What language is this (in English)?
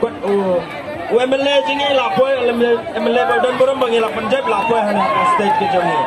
Khasi